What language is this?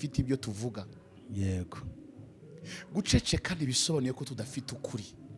Kinyarwanda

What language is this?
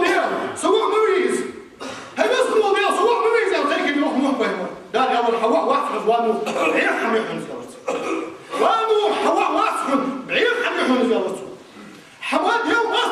Ingush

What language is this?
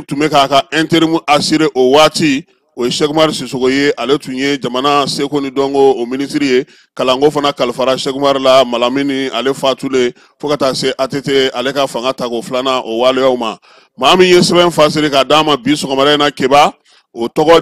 Bambara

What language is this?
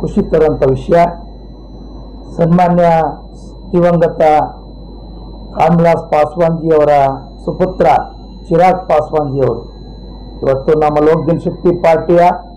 Kannada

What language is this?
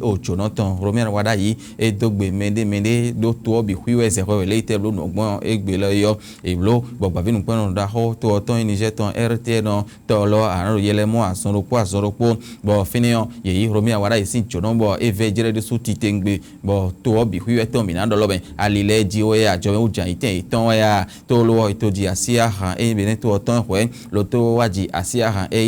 Fon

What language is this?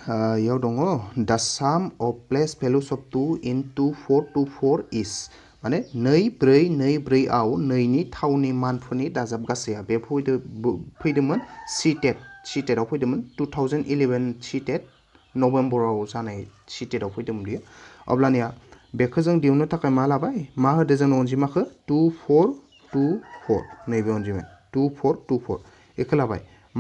Bodo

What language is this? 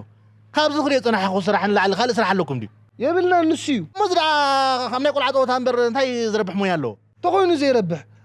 Tigrinya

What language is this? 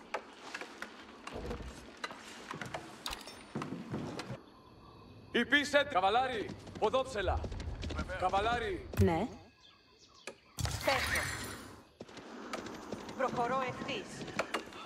Greek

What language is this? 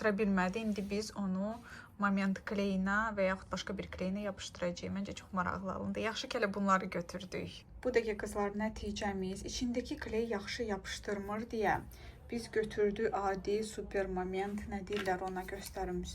Azerbaijani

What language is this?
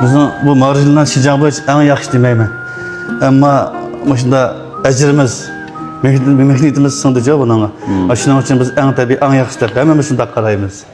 Uyghur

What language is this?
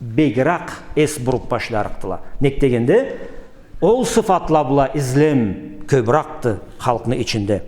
Karachay-Balkar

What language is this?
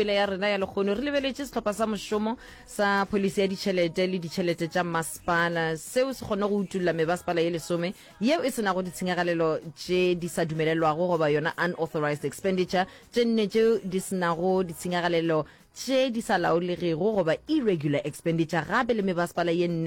Northern Sotho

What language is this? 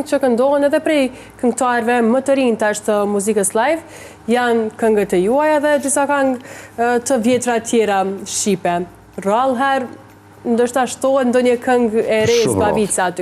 Albanian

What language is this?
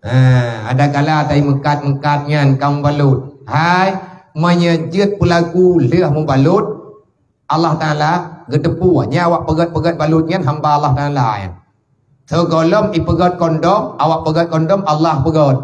Achinese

